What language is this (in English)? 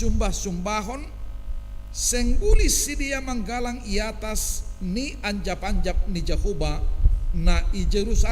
Batak Simalungun